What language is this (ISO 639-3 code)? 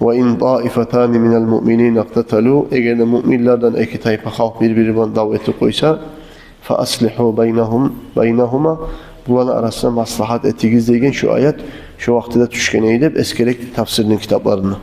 kum